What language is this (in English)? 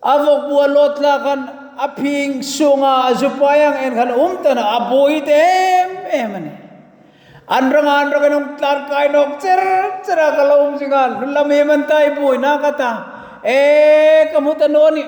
Hmar